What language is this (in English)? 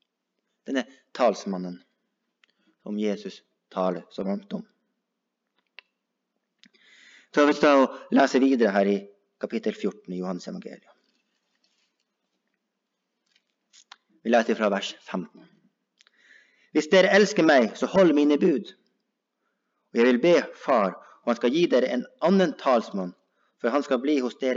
Norwegian